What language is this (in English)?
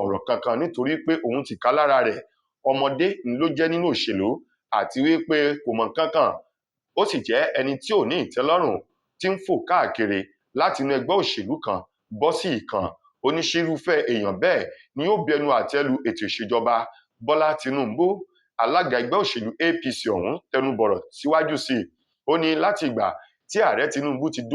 Yoruba